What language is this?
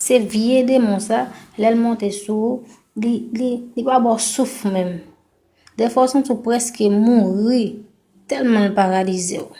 Haitian Creole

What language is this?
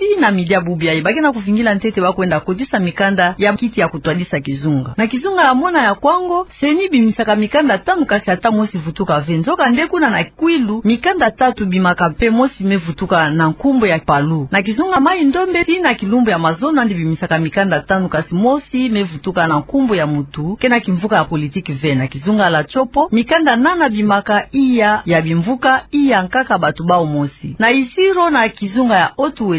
Kituba (Democratic Republic of Congo)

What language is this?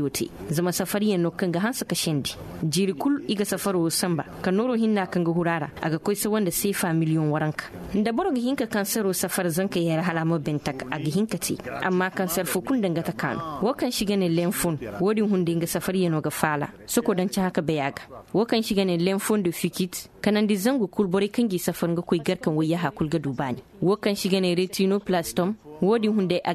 Koyraboro Senni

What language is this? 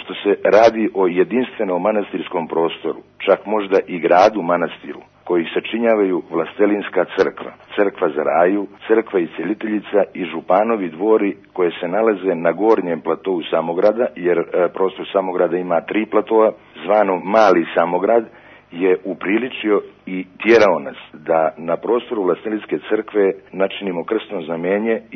Serbian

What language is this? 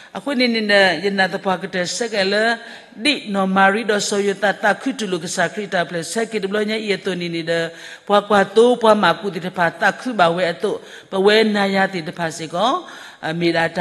S'gaw Karen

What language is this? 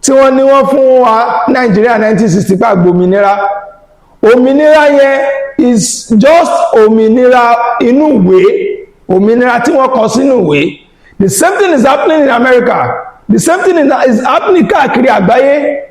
Yoruba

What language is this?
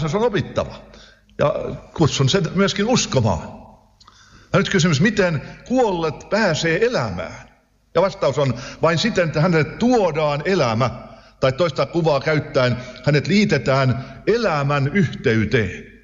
Finnish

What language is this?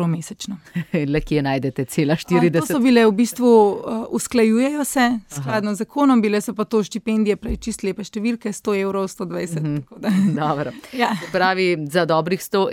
Slovenian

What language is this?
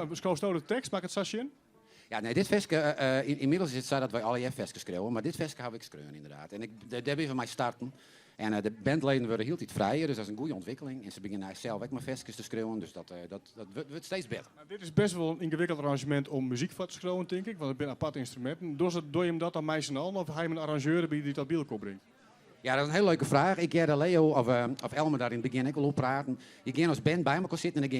Western Frisian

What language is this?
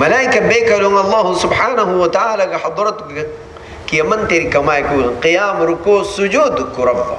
Divehi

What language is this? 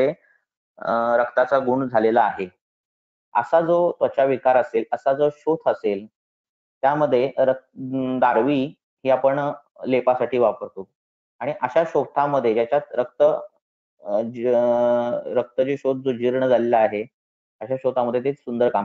Marathi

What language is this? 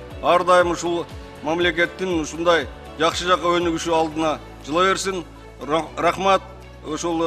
Kyrgyz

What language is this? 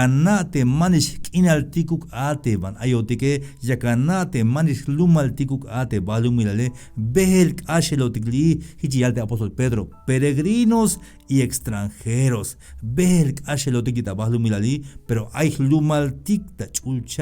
Tzeltal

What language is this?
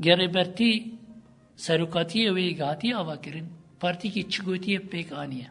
Kurdish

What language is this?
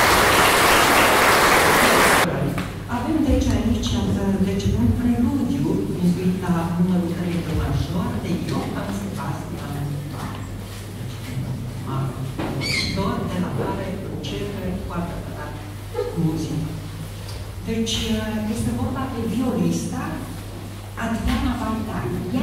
Romanian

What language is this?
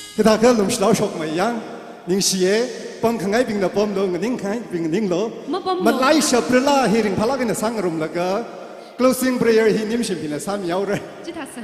Tangkhul Naga (India)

